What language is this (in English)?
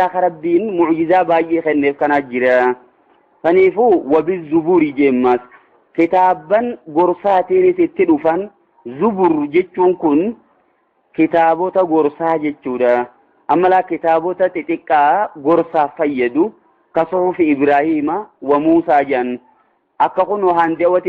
Oromo